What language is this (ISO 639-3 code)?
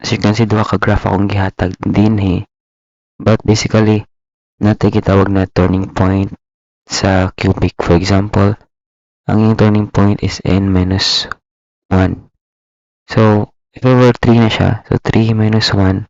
ceb